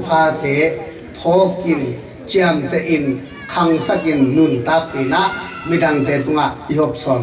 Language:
Tedim Chin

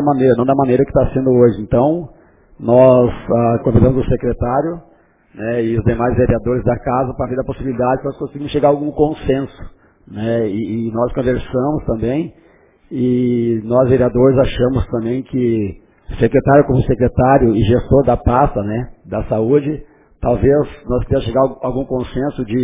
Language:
Portuguese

